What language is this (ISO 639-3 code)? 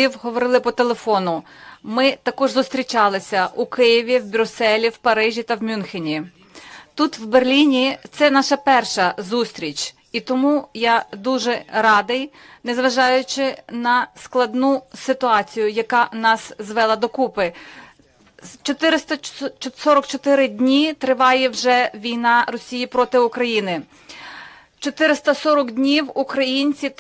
ukr